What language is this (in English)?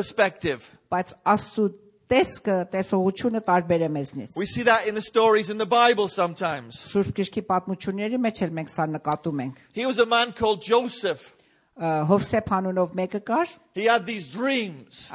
Armenian